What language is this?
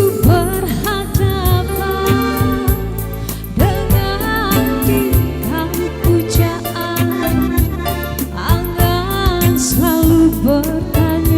Musi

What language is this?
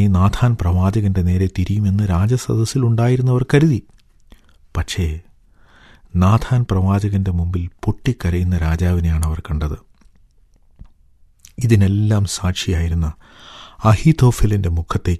Malayalam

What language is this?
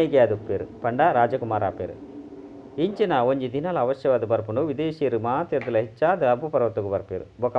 Tulu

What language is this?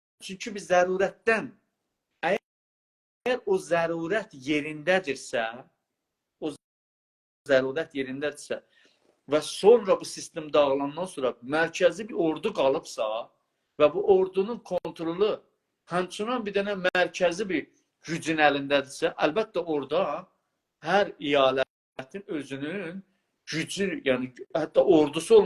South Azerbaijani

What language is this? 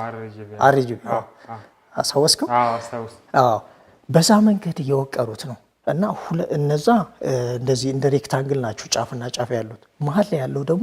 Amharic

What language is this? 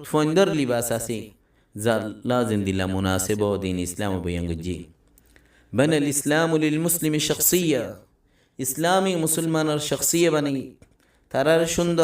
Rohingya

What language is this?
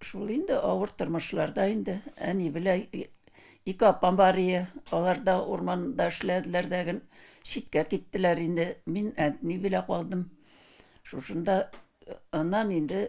Tatar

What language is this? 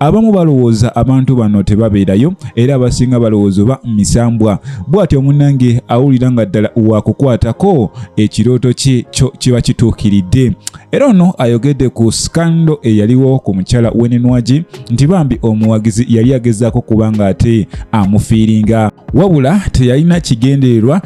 Ganda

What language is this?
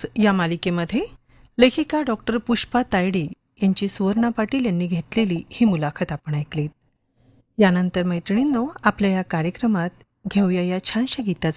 Marathi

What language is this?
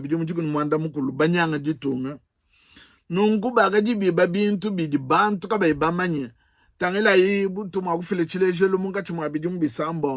Luba-Lulua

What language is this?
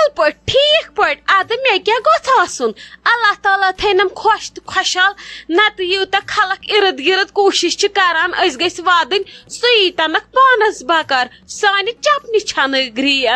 Kashmiri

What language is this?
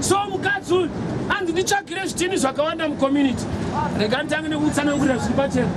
Shona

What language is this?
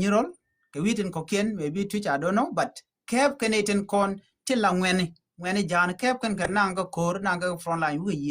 Nuer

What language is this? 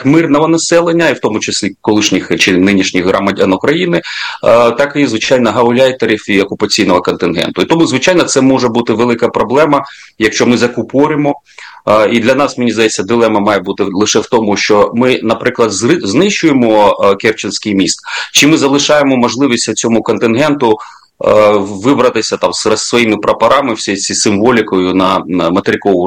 Ukrainian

